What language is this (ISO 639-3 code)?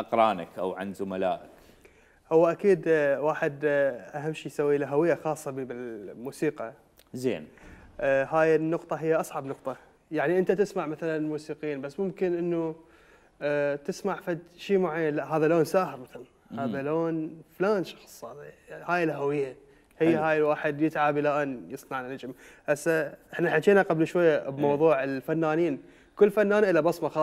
acm